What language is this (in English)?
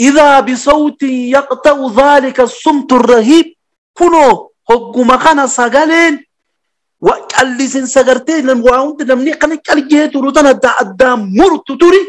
Oromo